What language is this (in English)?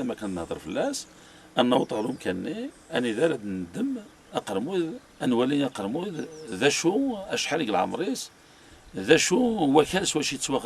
Kabyle